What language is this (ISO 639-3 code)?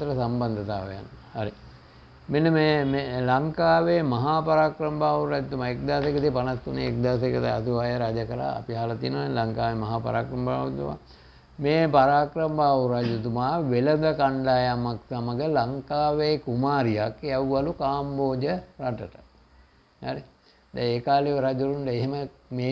sin